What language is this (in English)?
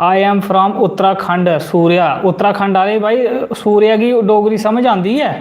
Dogri